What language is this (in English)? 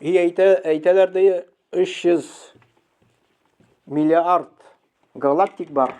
Tatar